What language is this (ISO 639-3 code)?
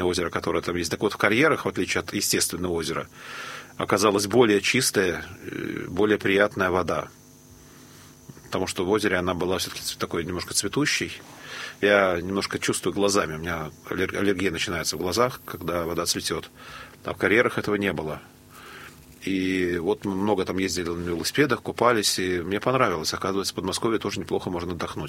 rus